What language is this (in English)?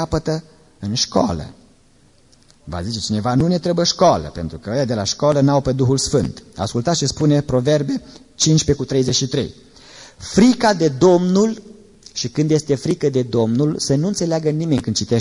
Romanian